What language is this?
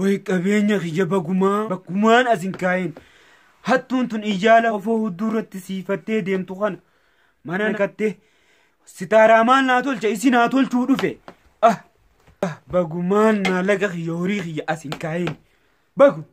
Oromo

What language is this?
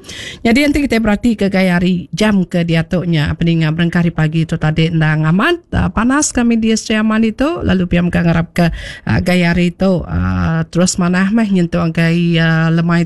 Iban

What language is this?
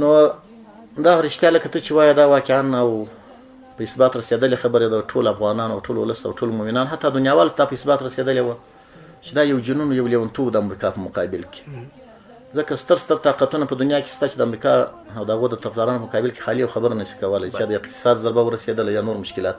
Pashto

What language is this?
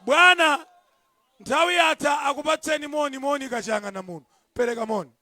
Nyanja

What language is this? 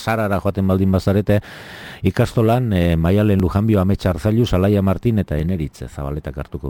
Basque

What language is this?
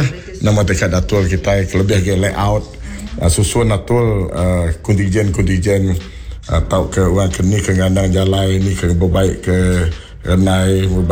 Iban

